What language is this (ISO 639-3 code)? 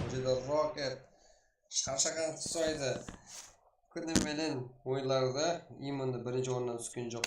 kaa